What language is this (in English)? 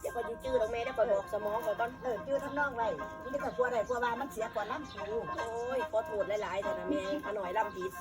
Northeastern Thai